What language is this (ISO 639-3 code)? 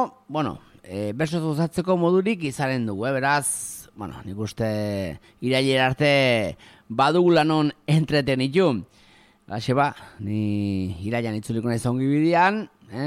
eus